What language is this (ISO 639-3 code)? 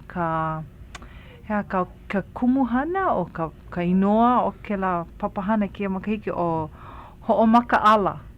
haw